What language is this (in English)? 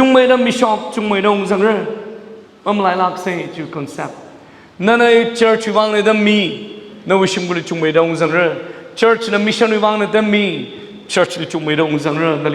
Tangkhul Naga (India)